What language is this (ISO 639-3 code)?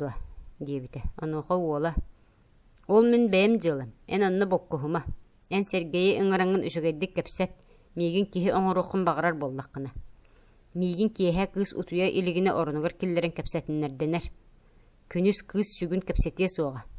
sah